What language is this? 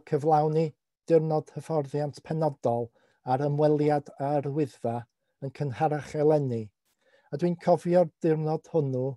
Welsh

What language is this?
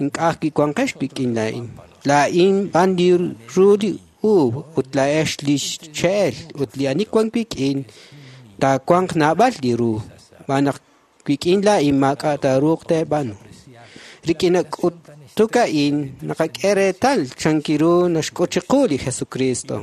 Kekchí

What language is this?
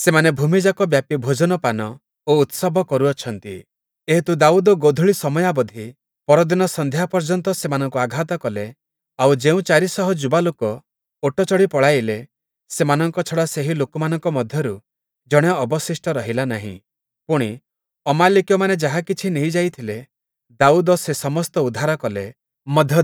Odia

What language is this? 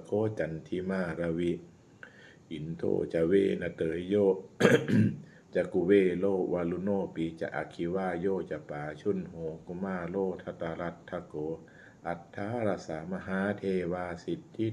Pali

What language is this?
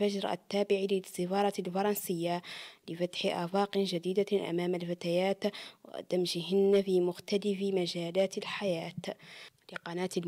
Arabic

